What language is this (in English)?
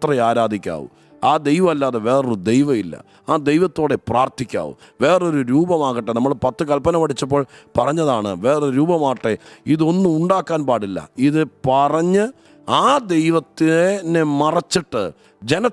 Malayalam